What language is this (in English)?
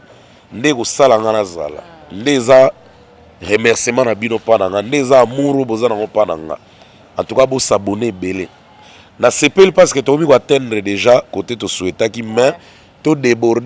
Lingala